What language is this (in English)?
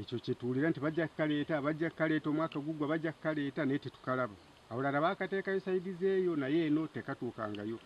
Nyankole